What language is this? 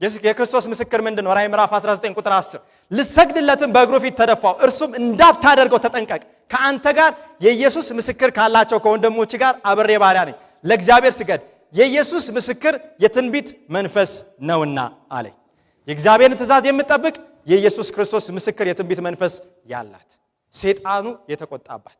Amharic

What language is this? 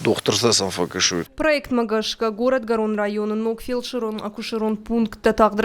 Ossetic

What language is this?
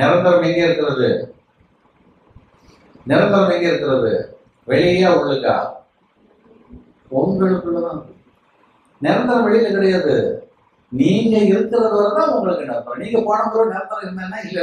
Tamil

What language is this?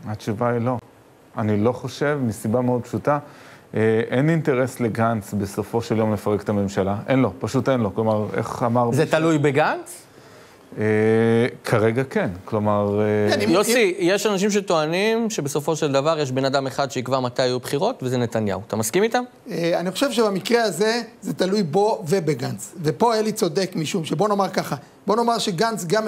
Hebrew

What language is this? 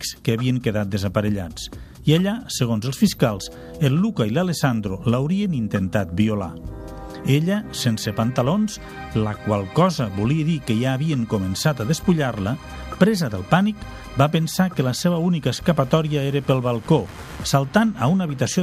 Catalan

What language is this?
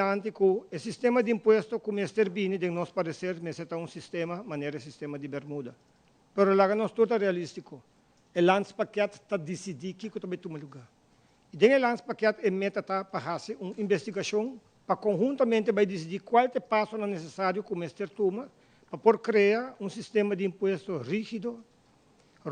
Papiamento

